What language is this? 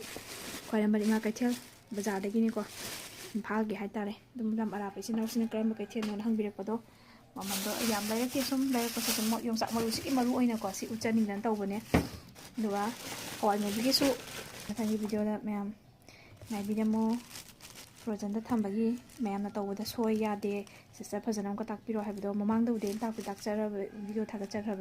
Manipuri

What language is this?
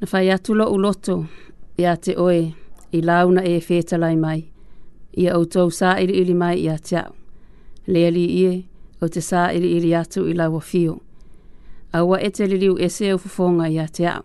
Samoan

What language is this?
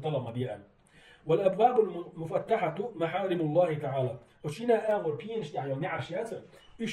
Chechen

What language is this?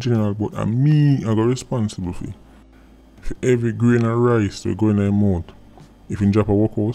Jamaican Creole English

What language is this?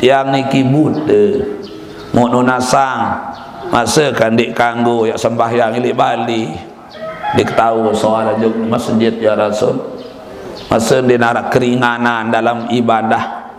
Sasak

